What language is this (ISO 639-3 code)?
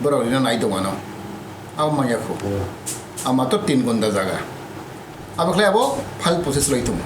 trp